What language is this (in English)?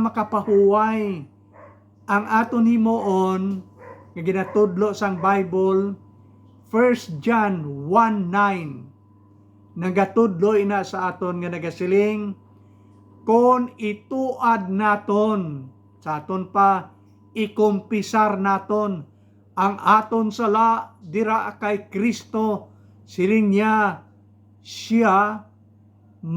Hiligaynon